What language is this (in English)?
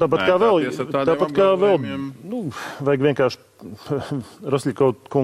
Latvian